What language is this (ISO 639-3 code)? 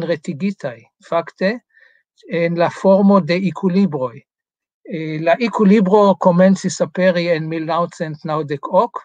epo